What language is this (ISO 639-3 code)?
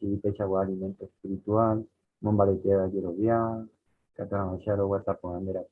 grn